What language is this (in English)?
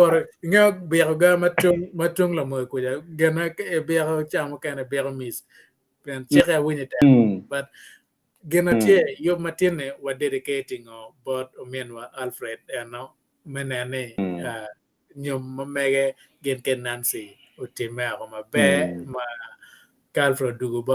Acoli